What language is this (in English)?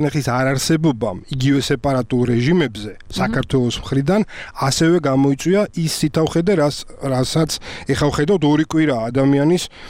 Georgian